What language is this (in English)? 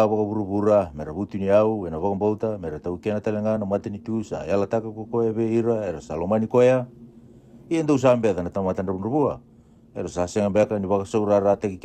Fijian